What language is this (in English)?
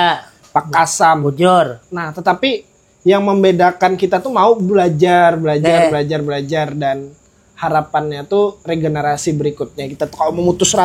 Banjar